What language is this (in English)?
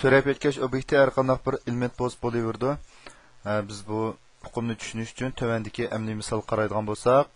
Uyghur